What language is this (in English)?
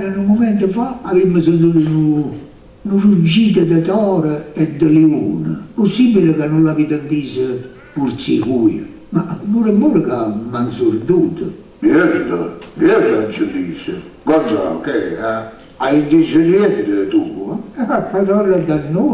Neapolitan